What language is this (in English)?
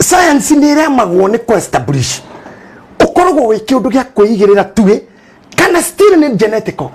Kikuyu